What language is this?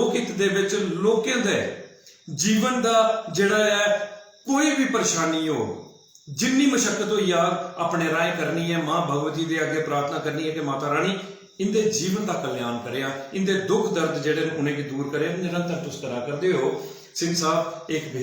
Dogri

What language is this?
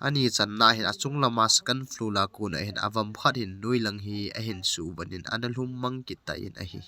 Thado Chin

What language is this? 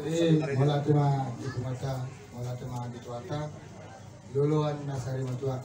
Batak Toba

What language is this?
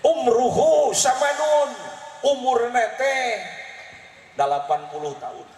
Sundanese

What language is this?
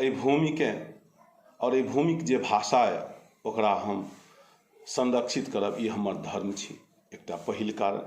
Maithili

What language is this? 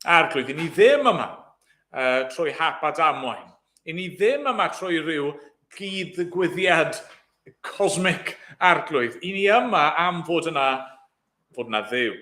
Welsh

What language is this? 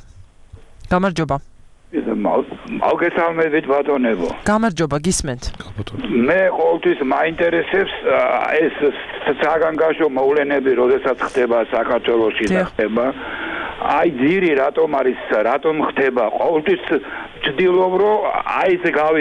Georgian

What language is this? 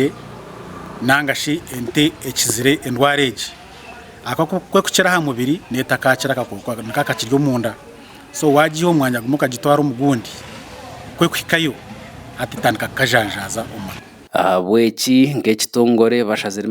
Nyankole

